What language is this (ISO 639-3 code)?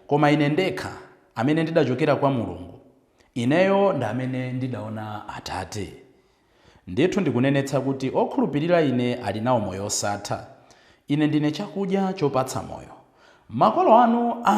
nya